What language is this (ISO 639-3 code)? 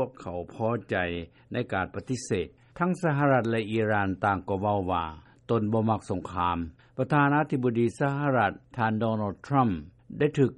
lao